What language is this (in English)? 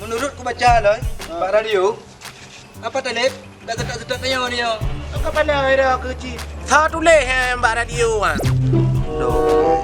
Achinese